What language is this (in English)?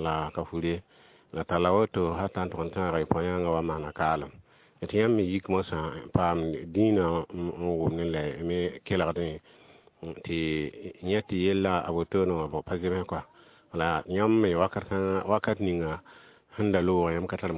Mossi